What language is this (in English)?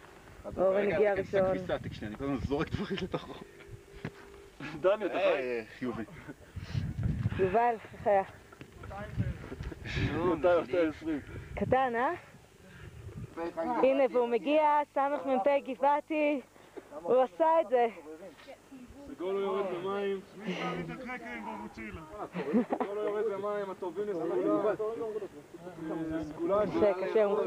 Hebrew